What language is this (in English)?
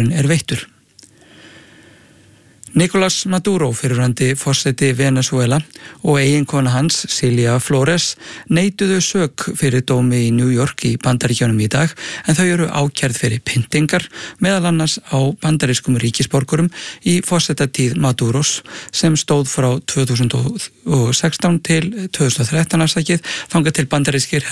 Icelandic